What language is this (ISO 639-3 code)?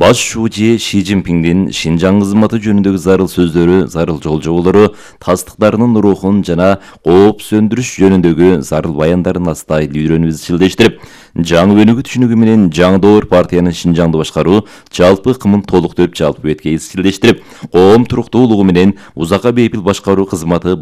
kir